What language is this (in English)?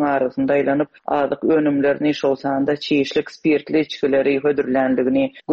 Turkmen